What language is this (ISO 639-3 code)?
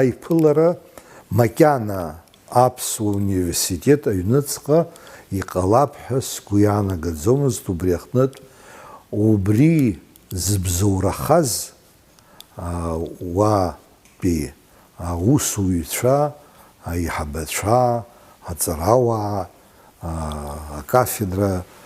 abk